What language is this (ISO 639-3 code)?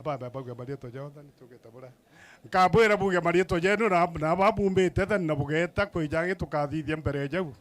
mer